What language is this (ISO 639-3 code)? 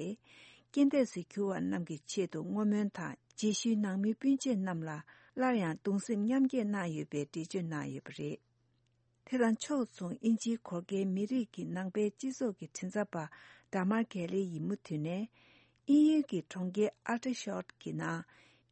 bod